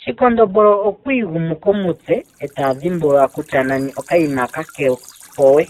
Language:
Ndonga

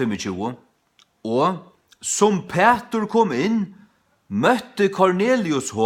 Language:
Faroese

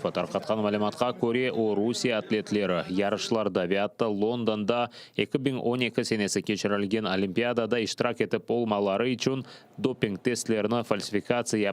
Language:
Crimean Tatar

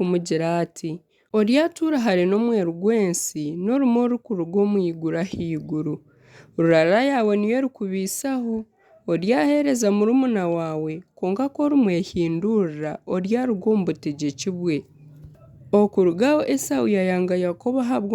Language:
Nyankole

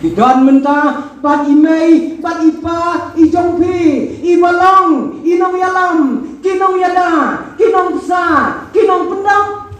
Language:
Khasi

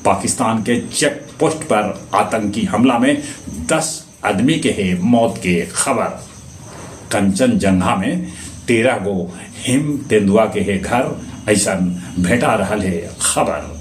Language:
Magahi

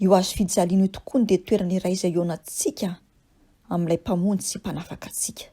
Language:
Malagasy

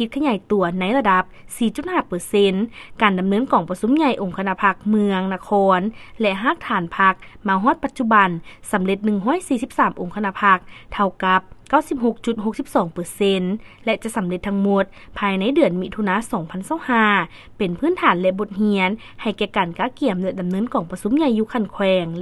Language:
Lao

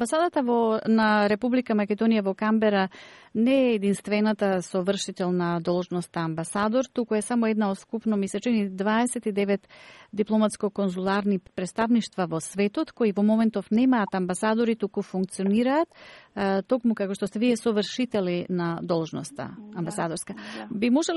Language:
Macedonian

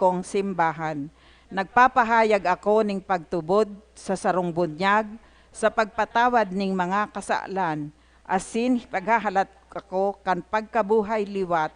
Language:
Bikol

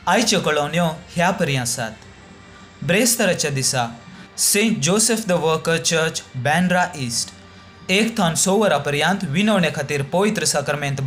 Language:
Konkani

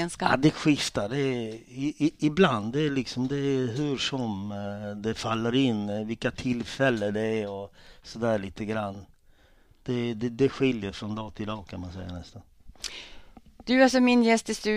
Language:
Swedish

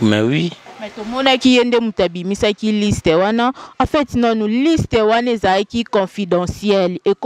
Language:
Lingala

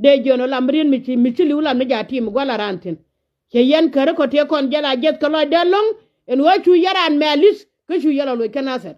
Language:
Nuer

